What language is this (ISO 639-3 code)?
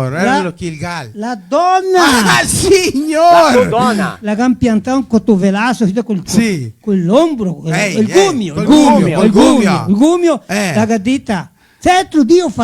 vec